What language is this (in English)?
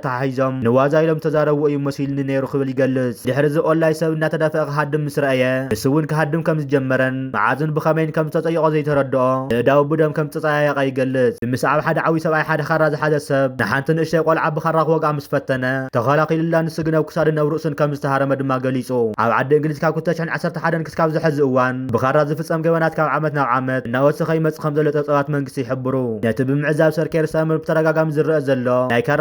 Tigrinya